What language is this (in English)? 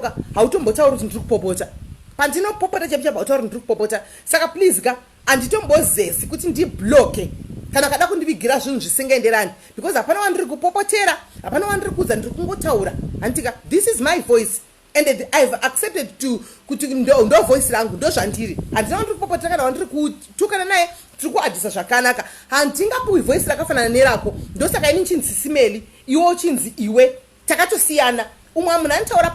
Shona